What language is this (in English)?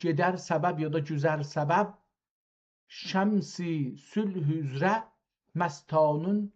South Azerbaijani